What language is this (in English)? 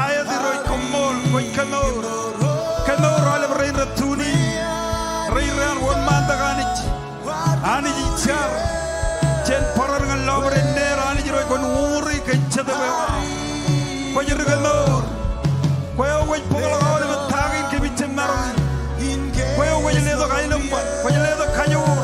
Marshallese